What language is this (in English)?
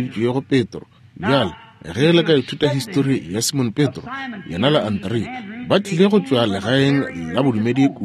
Northern Sotho